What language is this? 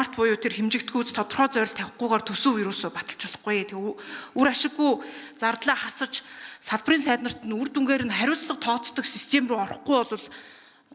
Mongolian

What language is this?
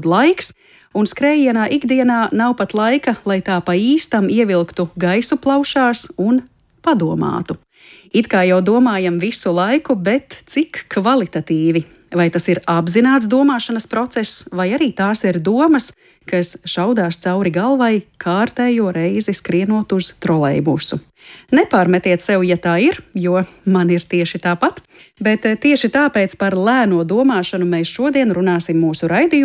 Latvian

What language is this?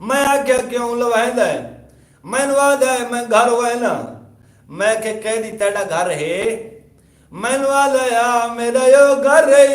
Saraiki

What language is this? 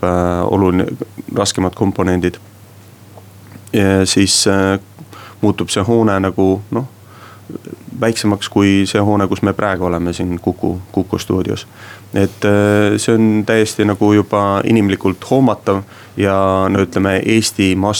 Estonian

